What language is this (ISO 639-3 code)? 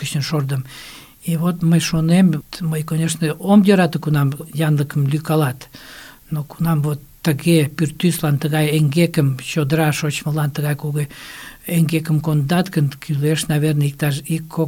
chm